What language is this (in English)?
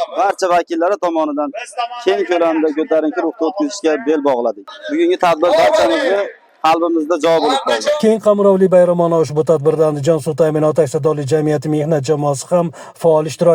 Uzbek